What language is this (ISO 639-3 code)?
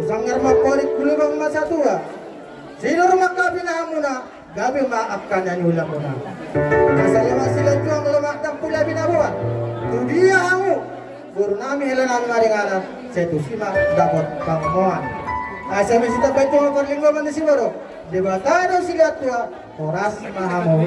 bbc